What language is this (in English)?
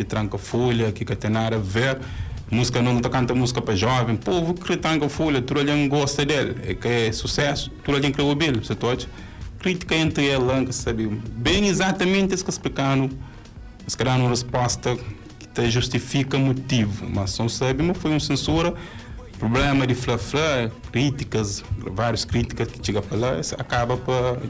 Kabuverdianu